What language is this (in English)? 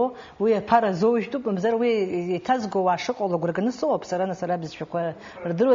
Abkhazian